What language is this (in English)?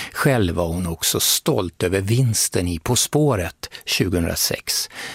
Swedish